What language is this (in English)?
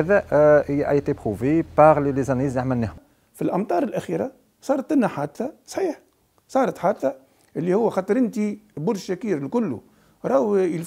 Tunisian Arabic